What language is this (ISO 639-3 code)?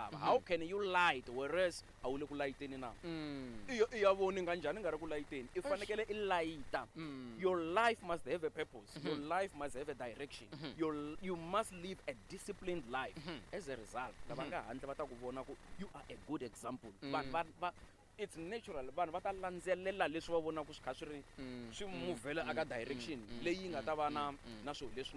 tso